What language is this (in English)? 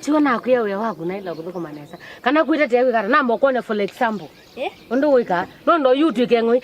Kamba